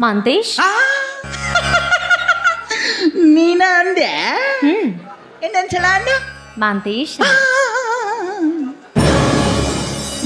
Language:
Kannada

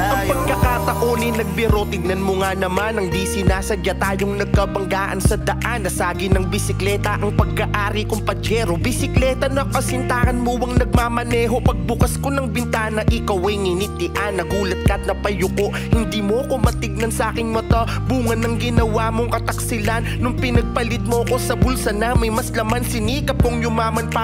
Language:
Filipino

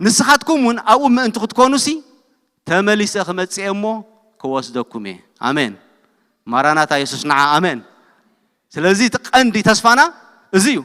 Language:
Tigrinya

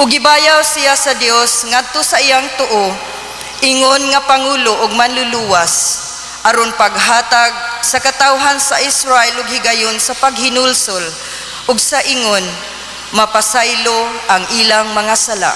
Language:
Cebuano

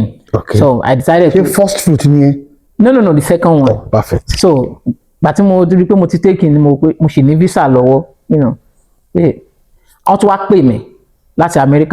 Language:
Yoruba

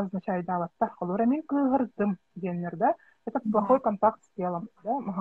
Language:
Yakut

